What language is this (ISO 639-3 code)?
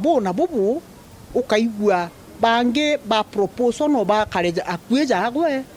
mer